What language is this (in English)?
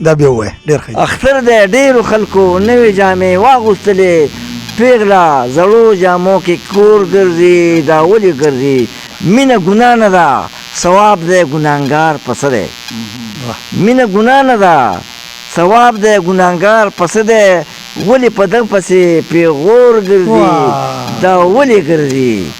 Pashto